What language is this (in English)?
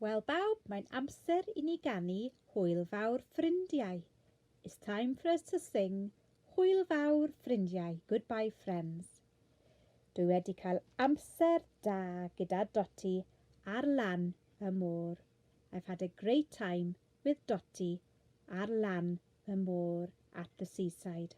Welsh